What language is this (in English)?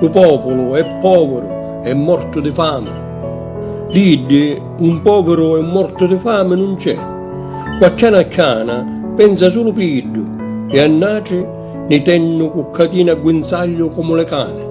Sicilian